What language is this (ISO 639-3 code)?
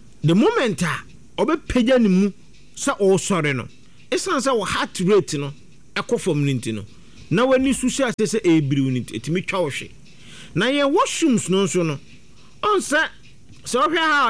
aka